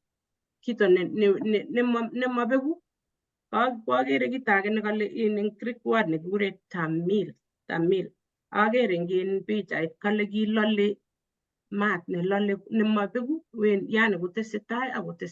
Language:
Kalenjin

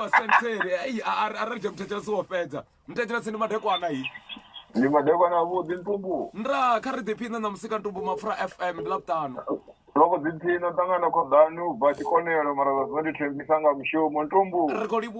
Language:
Venda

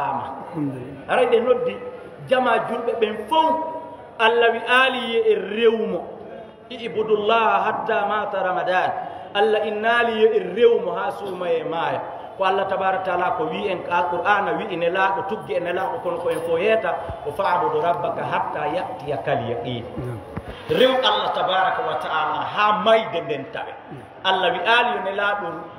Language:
Fula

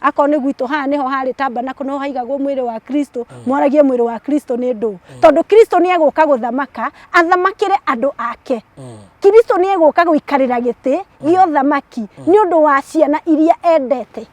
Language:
Kikuyu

